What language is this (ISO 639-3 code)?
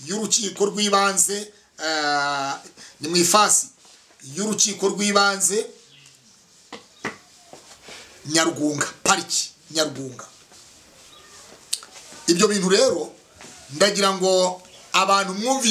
kin